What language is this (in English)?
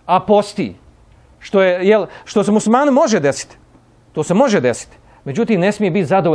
Bosnian